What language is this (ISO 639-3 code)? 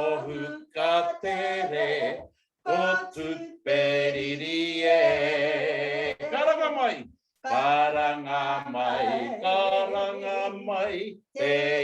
mri